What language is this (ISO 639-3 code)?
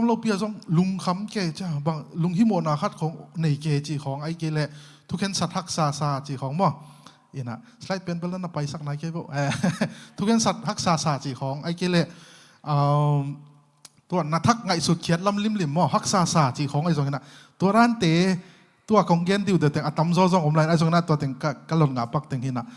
ctd